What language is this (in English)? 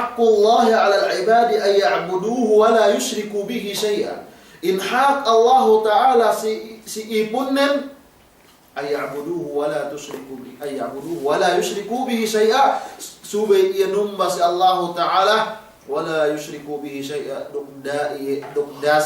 Yakan